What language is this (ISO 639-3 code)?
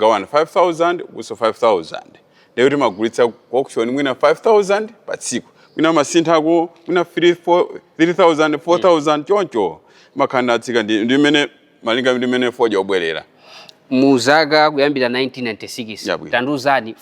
nya